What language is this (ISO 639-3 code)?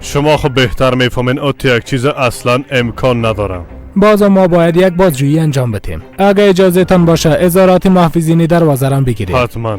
fas